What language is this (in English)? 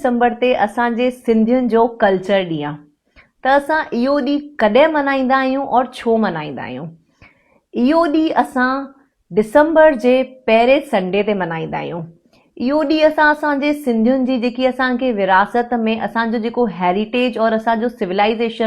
Sindhi